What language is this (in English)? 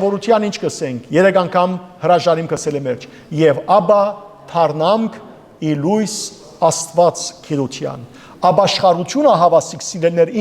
Western Armenian